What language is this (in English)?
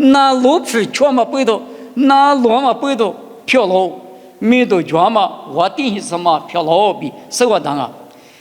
Lisu